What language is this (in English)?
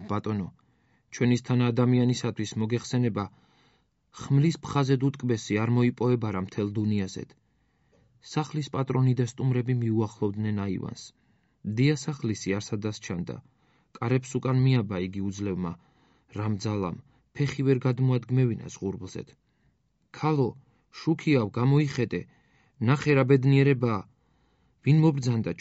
Georgian